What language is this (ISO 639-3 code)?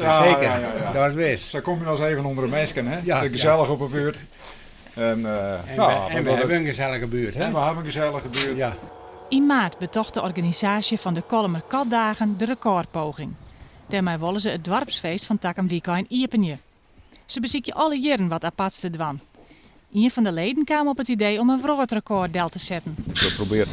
fry